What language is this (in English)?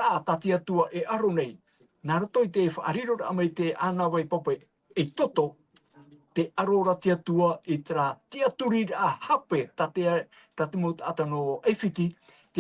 Tahitian